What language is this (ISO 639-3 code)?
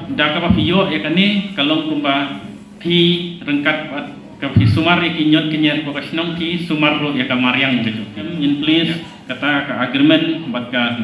kha